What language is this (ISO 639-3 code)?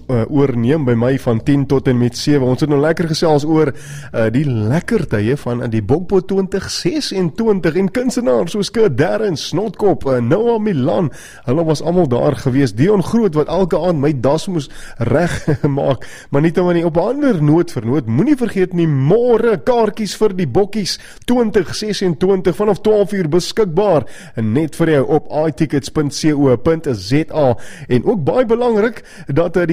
afr